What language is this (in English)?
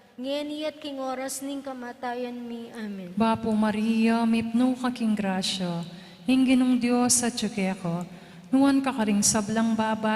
Pampanga